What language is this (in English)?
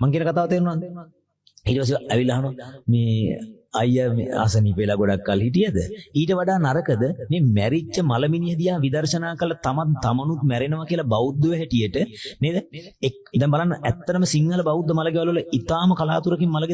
Sinhala